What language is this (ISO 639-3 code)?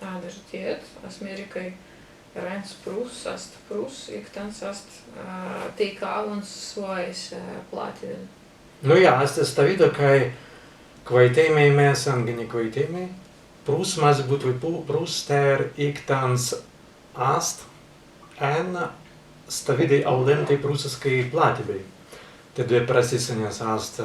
prg